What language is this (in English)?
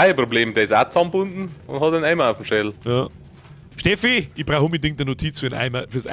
Bavarian